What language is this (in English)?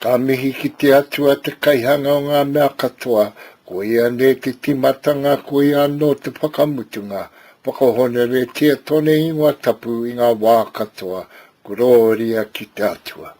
Māori